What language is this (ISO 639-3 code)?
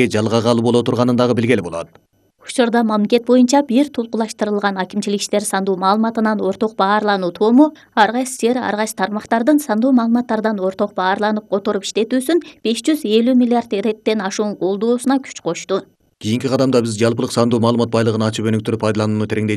kir